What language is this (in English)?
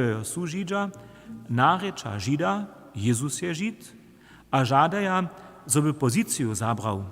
Upper Sorbian